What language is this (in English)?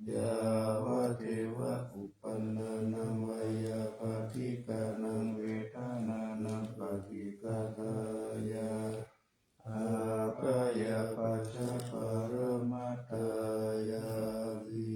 Pali